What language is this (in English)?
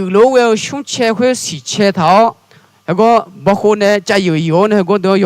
Akha